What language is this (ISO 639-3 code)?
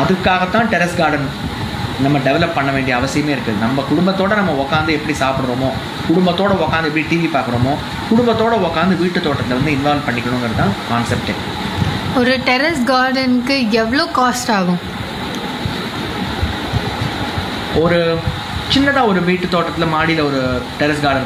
tam